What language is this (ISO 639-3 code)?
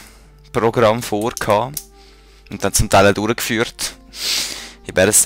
gsw